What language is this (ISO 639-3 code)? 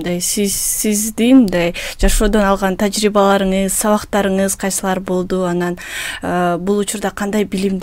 kir